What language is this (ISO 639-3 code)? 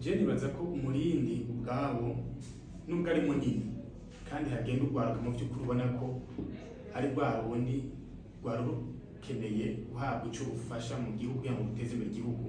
run